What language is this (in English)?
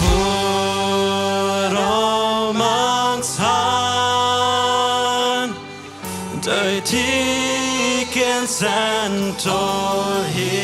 Plautdietsch